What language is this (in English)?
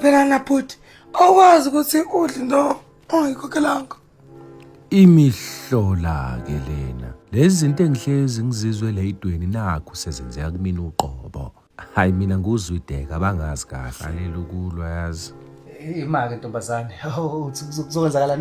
Zulu